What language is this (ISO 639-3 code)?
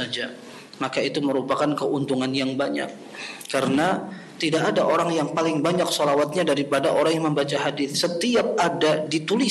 ind